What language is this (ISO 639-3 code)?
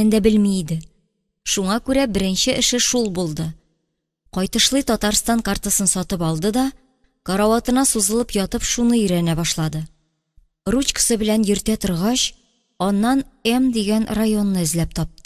tat